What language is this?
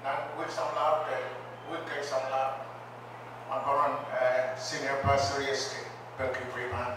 Pohnpeian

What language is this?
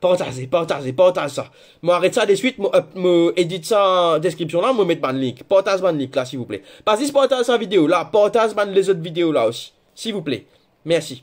Morisyen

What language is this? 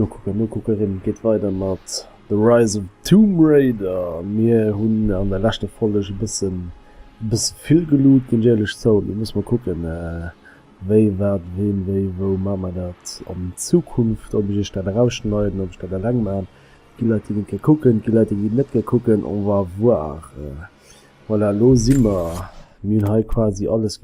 Luxembourgish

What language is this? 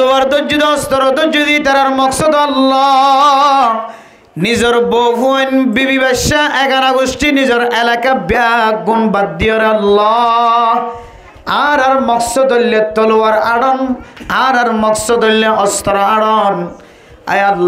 Rohingya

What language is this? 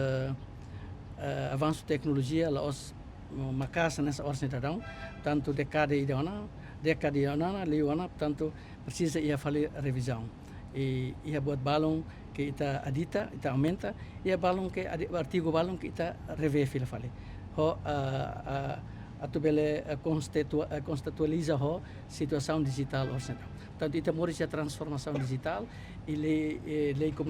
Tetum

